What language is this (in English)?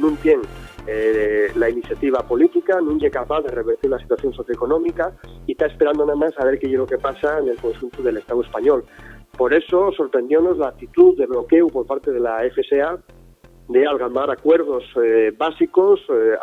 Asturian